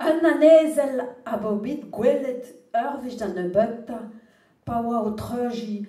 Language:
Breton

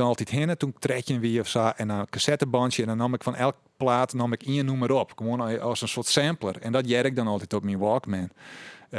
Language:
Western Frisian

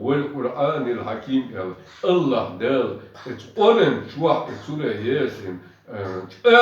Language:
Chechen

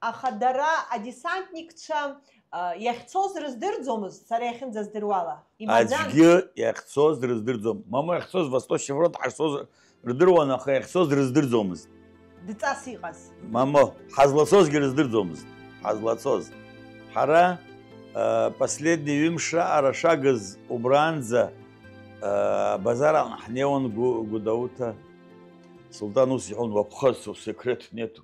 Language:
Abkhazian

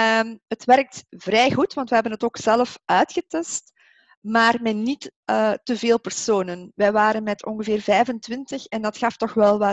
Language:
Dutch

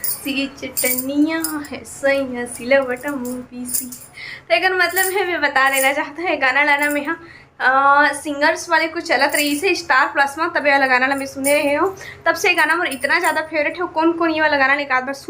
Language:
Chhattisgarhi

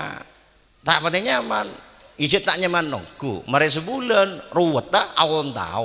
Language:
Madurese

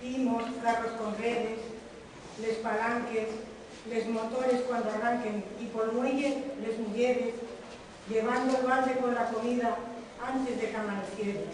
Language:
Asturian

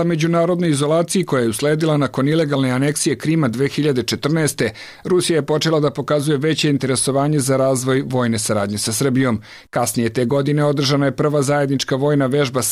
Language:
Serbian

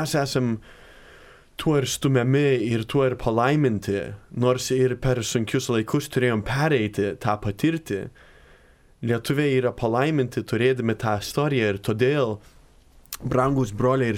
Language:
Lithuanian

